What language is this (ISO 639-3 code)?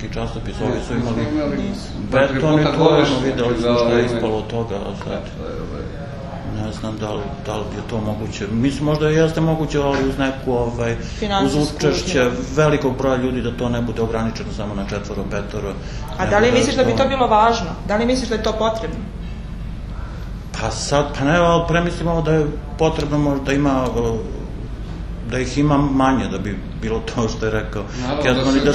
srp